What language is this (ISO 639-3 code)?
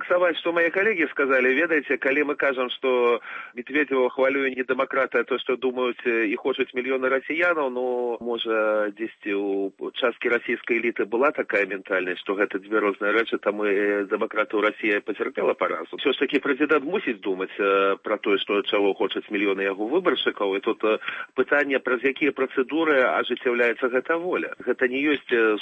bel